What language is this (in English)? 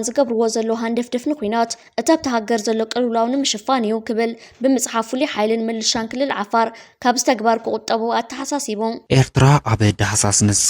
Tigrinya